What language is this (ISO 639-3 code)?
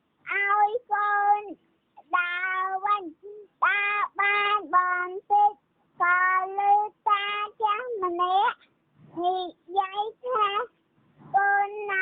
khm